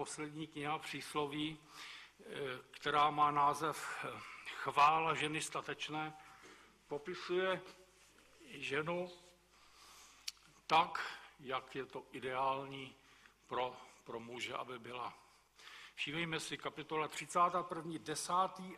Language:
Czech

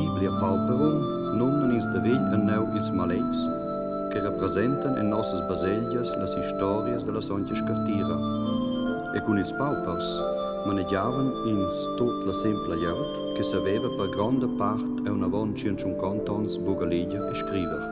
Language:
Romansh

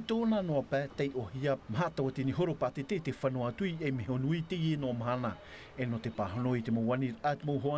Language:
Tahitian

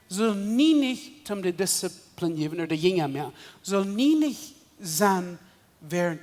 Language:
Plautdietsch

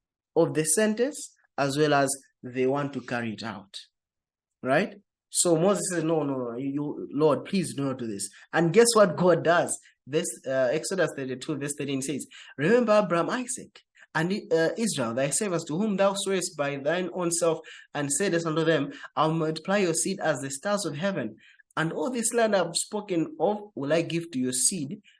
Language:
English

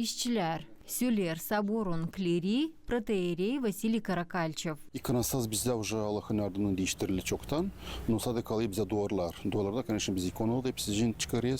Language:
Gagauz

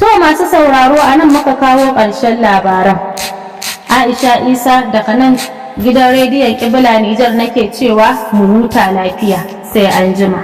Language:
Hausa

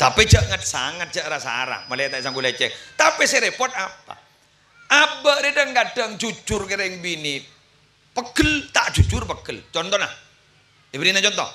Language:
Madurese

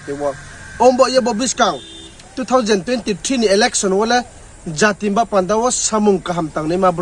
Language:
Riang (India)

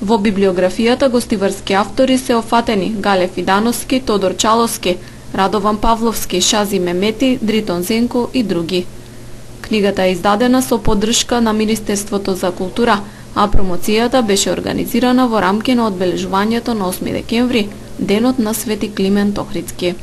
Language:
Macedonian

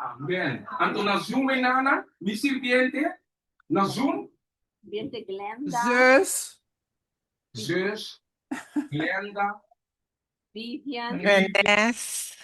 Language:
Papiamento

